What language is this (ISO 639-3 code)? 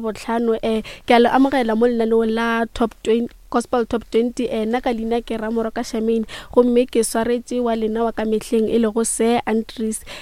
nso